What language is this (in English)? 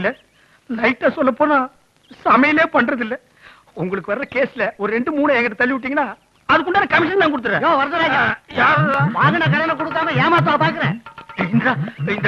Tamil